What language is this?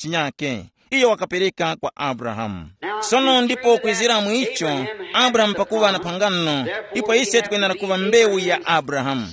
Tumbuka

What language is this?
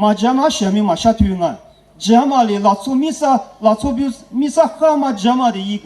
Lisu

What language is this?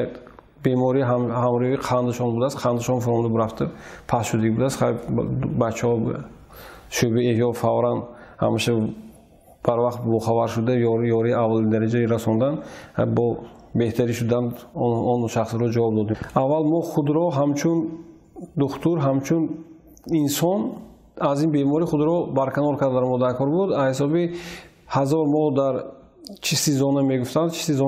Tajik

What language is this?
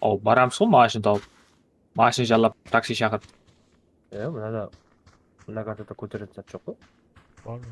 Kara-Kalpak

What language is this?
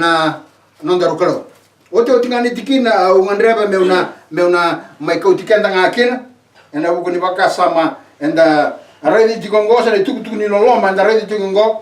Fijian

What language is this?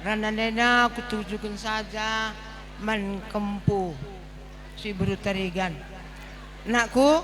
Batak Karo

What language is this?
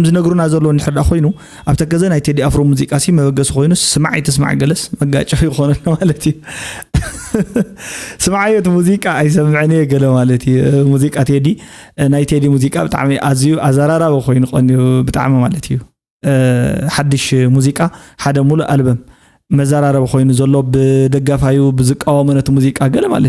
Tigrinya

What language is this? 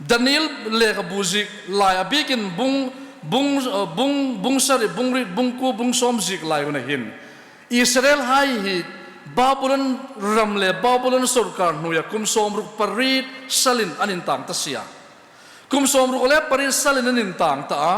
Hmar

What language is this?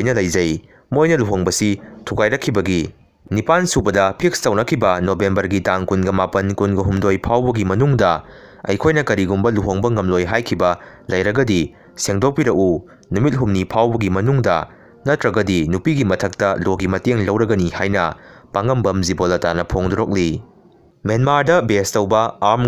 Manipuri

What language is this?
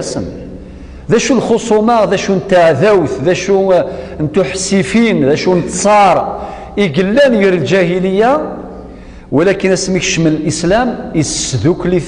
Kabyle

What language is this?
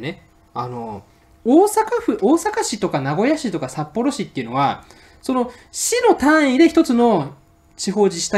Japanese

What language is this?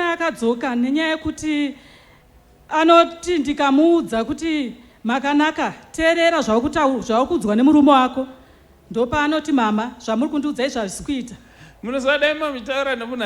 Shona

